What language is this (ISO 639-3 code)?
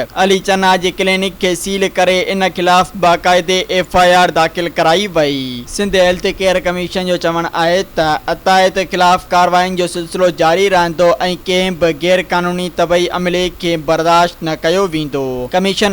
snd